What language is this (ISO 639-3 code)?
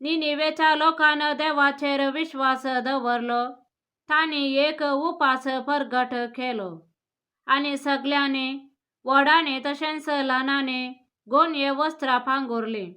kok